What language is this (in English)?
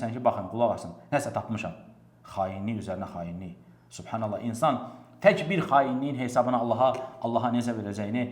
Azerbaijani